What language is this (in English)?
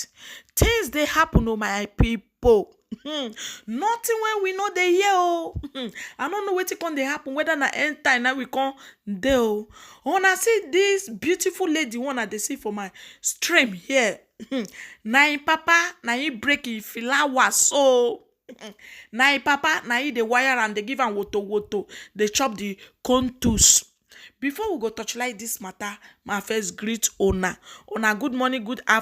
Nigerian Pidgin